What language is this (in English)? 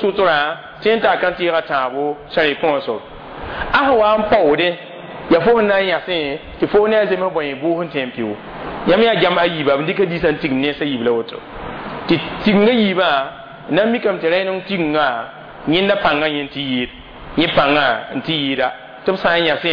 Mossi